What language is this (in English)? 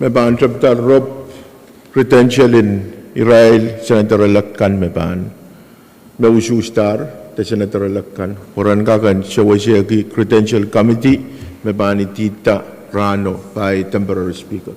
Pohnpeian